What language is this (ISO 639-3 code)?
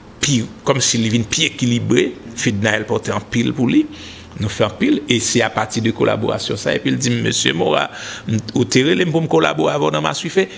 hat